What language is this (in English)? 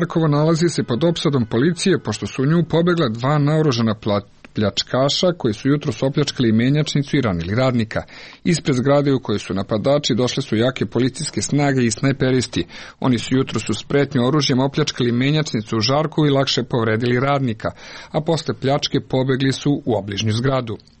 Serbian